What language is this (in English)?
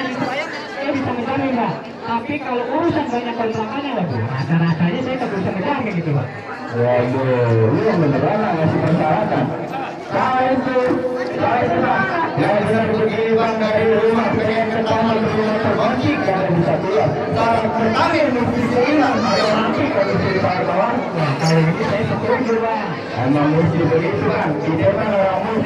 Betawi